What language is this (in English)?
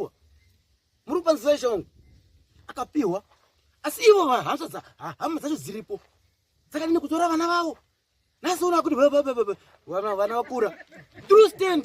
Shona